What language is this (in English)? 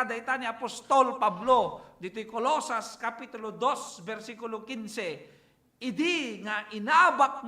Iloko